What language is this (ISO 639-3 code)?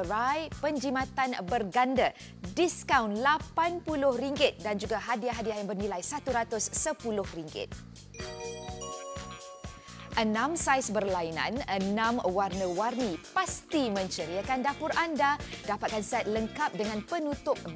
msa